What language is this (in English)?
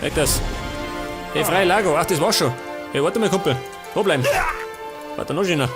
Bavarian